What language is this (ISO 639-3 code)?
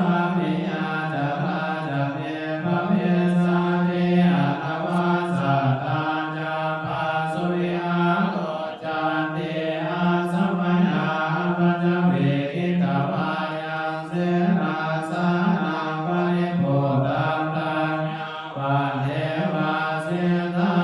pli